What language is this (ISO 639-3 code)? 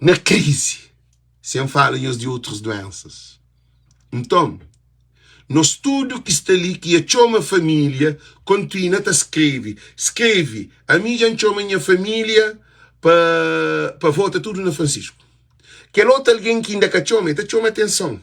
kea